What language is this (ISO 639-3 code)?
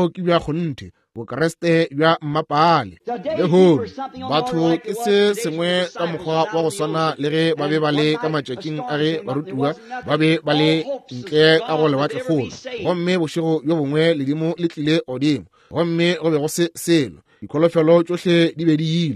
nso